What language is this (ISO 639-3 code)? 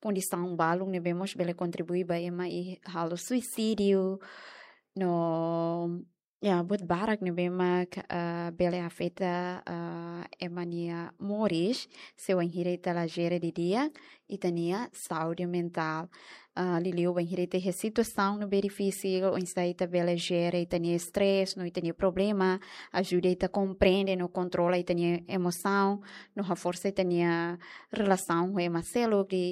tet